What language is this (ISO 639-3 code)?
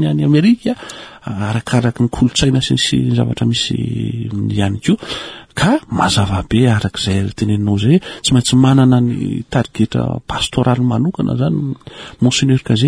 mlg